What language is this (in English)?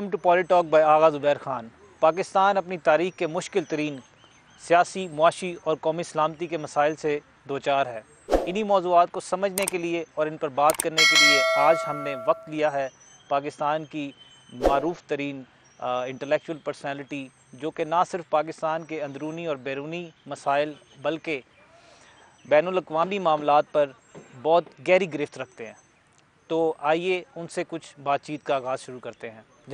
Urdu